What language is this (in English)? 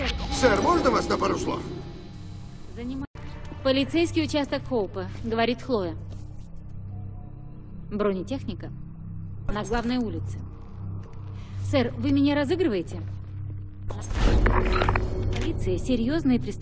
Russian